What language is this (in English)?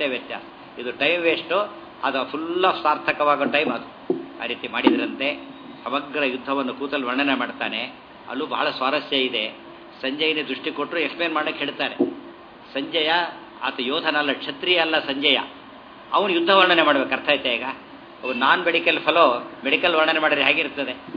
Kannada